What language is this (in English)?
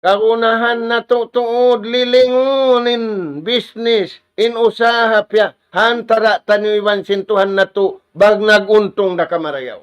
Tausug